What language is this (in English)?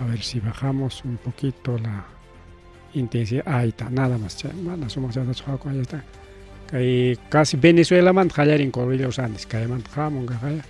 Ayacucho Quechua